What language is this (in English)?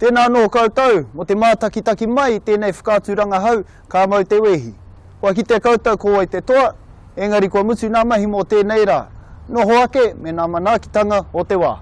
Māori